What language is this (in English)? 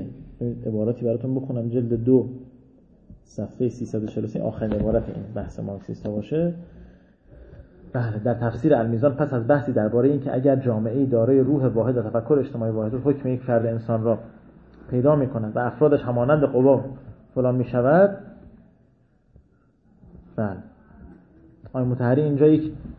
Persian